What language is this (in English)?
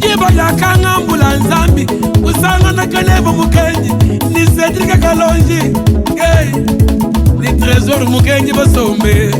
Luba-Lulua